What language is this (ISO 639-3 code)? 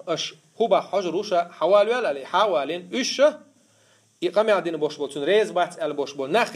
che